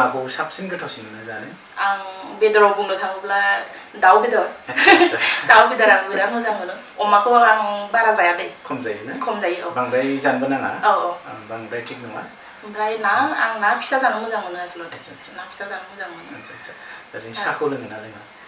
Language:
Bodo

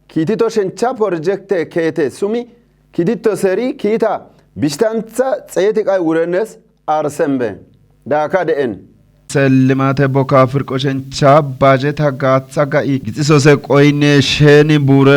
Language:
Kafa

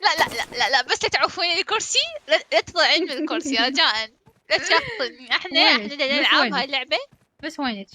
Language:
Mesopotamian Arabic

